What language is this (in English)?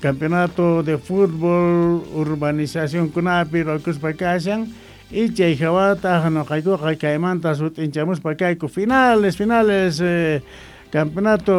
South Bolivian Quechua